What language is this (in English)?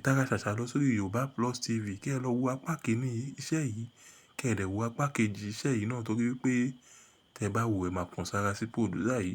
Yoruba